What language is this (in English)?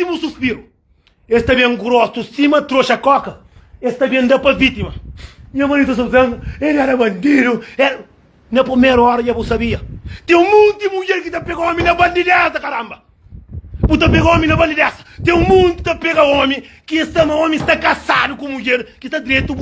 Kabuverdianu